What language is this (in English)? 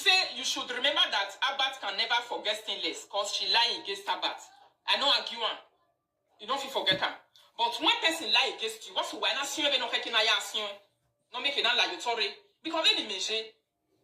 Nigerian Pidgin